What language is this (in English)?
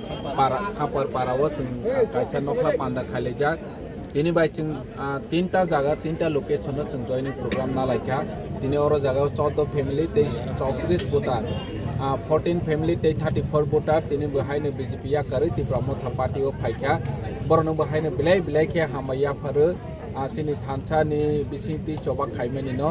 Kok Borok